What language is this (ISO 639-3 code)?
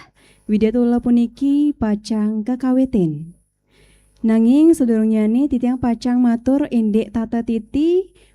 ban